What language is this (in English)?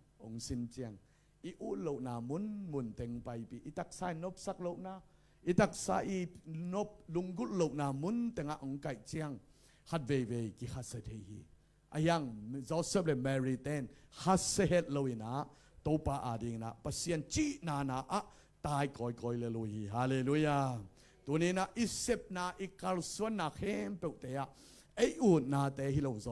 Tedim Chin